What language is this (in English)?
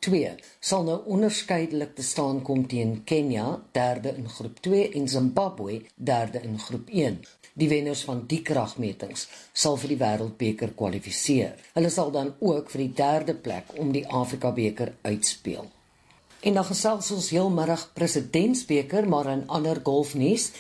Afrikaans